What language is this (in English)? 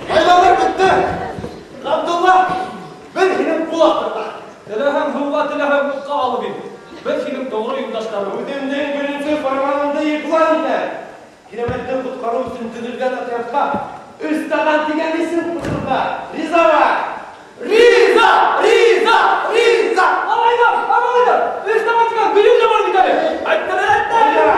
Bashkir